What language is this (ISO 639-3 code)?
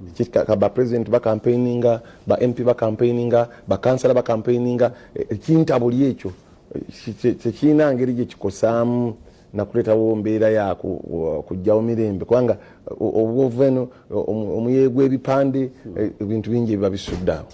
lug